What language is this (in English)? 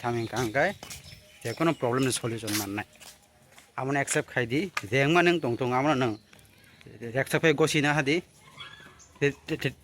Kok Borok